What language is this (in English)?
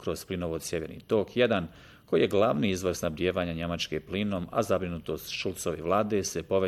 Bosnian